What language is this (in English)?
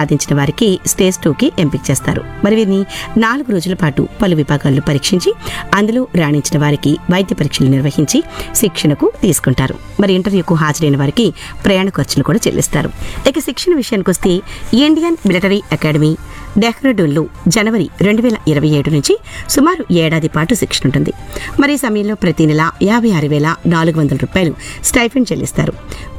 Telugu